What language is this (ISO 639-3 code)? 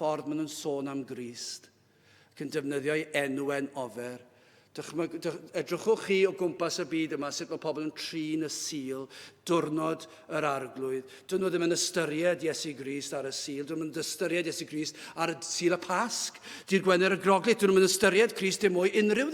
cym